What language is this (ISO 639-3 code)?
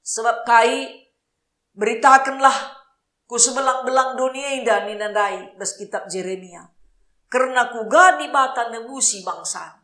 btx